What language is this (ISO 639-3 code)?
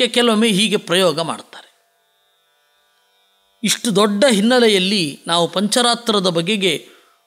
kan